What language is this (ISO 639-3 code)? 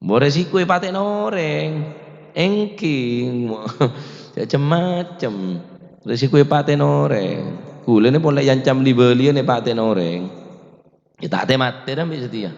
mad